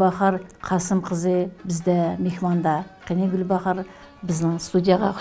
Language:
Uyghur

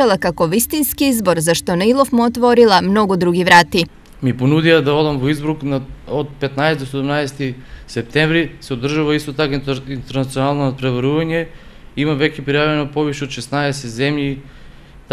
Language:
Macedonian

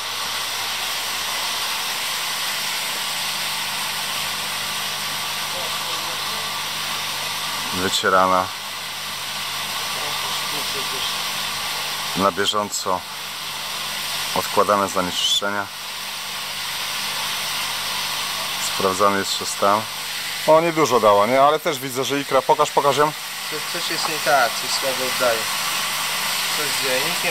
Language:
Polish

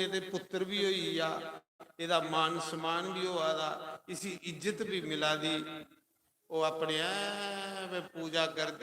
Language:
Dogri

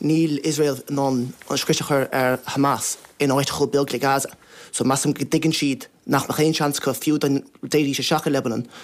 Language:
Irish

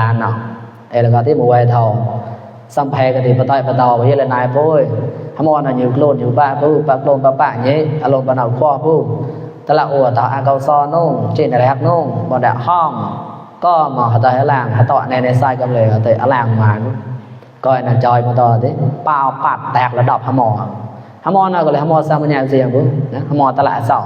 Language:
Mon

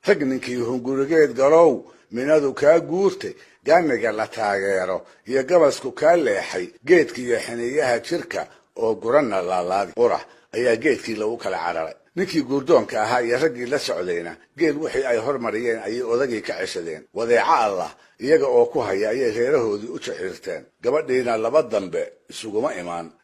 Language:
Somali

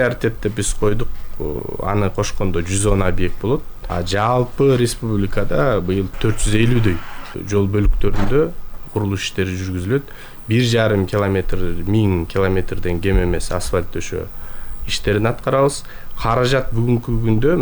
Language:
Kyrgyz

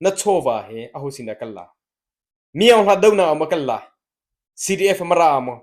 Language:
Hakha Chin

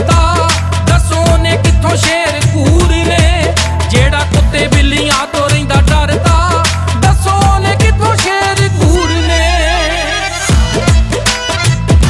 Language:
Punjabi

